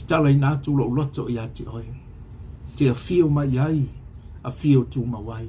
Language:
Samoan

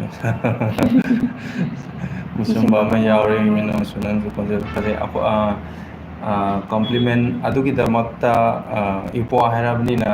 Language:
Manipuri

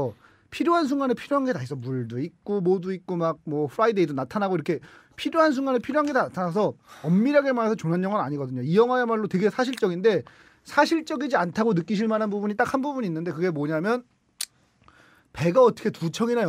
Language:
Korean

